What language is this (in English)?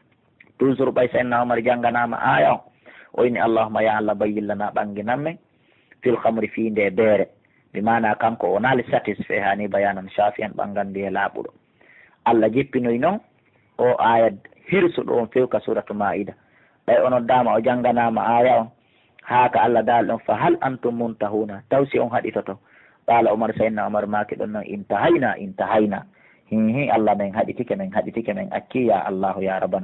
Pular